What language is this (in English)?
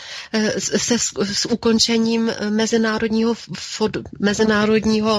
Czech